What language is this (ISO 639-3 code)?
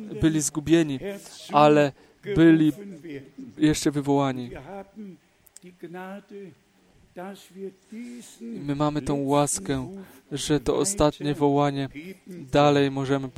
pol